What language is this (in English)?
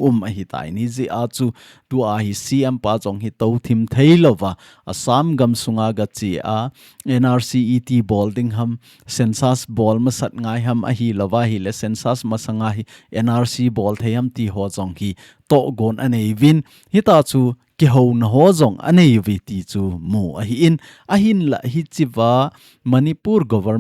Thado Chin